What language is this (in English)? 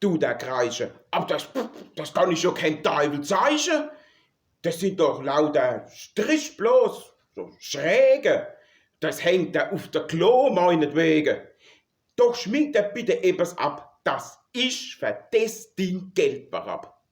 Palatine German